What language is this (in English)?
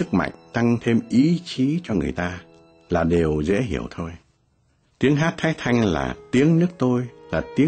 Vietnamese